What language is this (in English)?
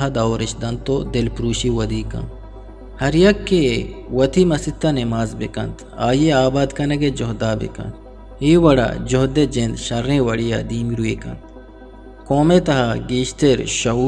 Eastern Balochi